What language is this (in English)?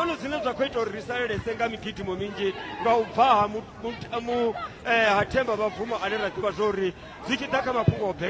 Venda